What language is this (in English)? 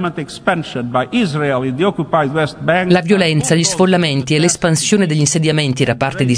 Italian